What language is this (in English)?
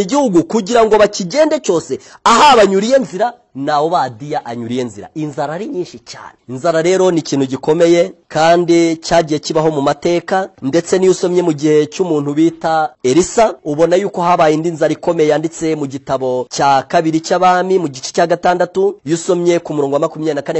Kinyarwanda